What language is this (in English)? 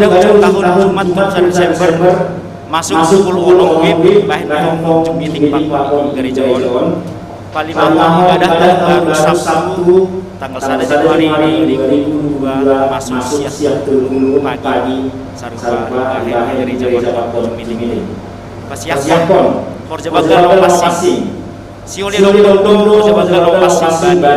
Batak Simalungun